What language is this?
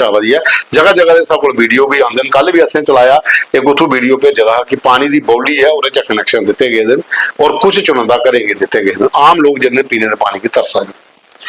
Dogri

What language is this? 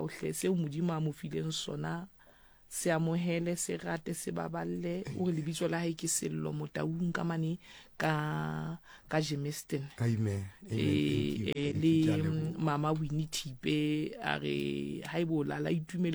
Southern Sotho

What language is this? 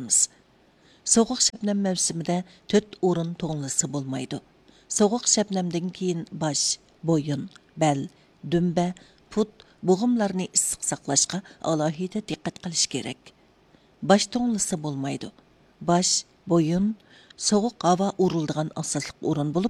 Uyghur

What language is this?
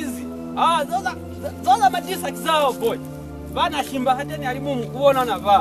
Lozi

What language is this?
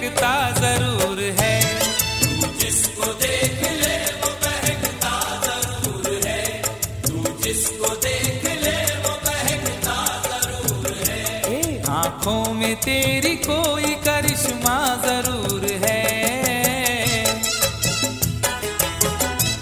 Hindi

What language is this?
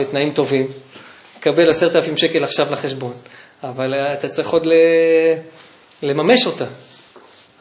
Hebrew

